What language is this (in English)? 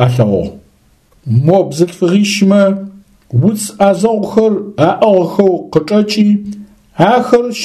Adyghe